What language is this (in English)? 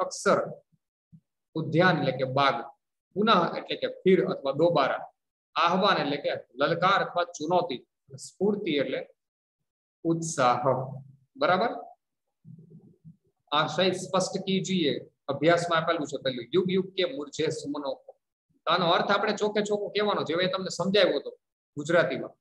Gujarati